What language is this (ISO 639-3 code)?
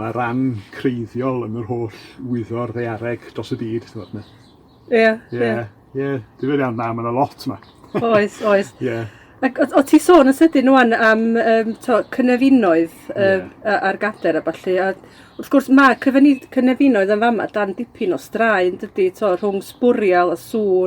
cym